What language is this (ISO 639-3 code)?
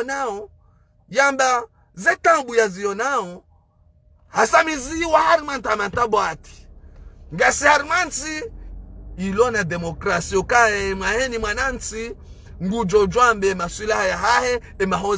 zdj